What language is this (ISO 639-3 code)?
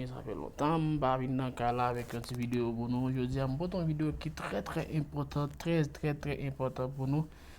hat